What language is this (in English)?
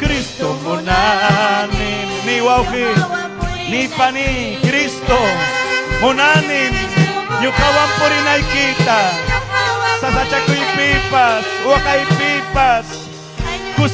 Ayacucho Quechua